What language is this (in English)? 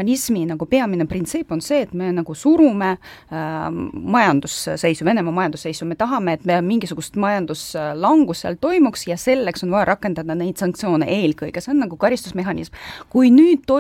Estonian